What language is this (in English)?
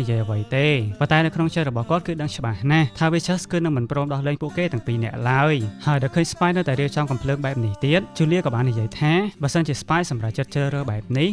Khmer